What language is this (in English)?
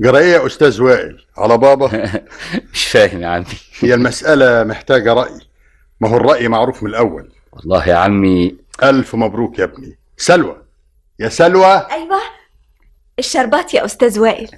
Egyptian Arabic